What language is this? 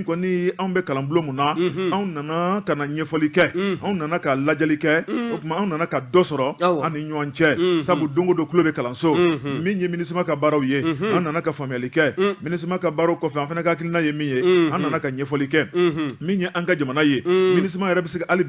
Bambara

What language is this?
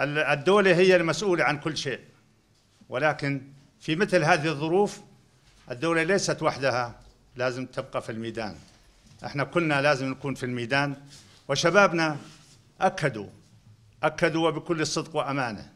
North Levantine Arabic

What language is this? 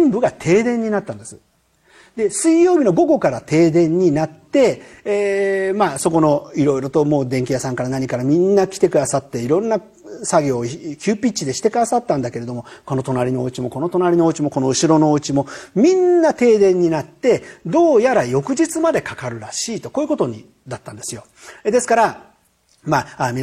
Japanese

